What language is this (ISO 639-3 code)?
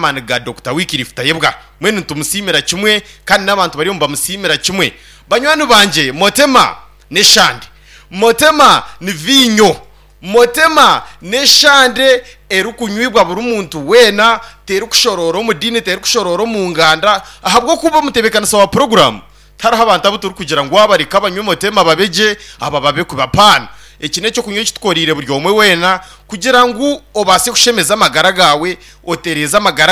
nyn